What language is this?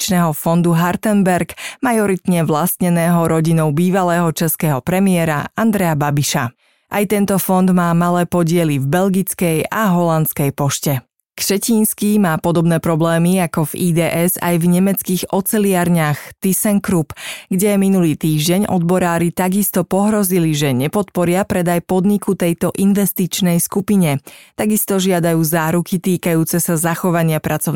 Slovak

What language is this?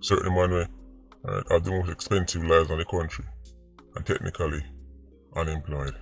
Jamaican Creole English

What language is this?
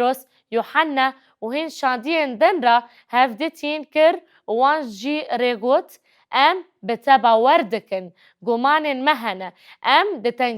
Kurdish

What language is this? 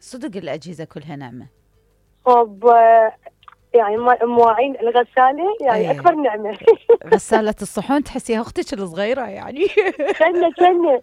Mesopotamian Arabic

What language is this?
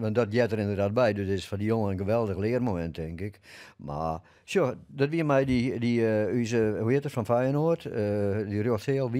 Western Frisian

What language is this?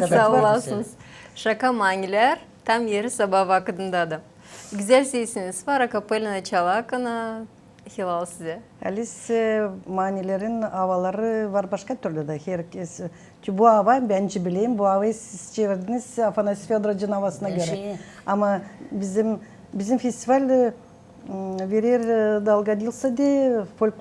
Gagauz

